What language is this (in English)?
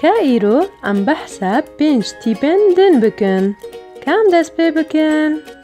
Kurdish